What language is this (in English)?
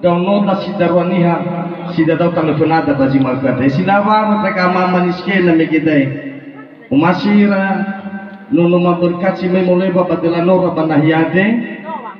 Nias